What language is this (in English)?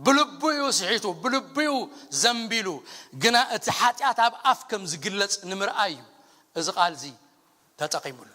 Tigrinya